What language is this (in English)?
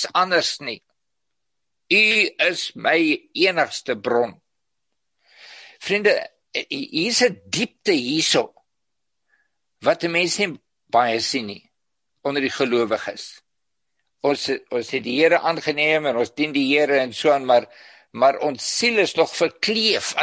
Afrikaans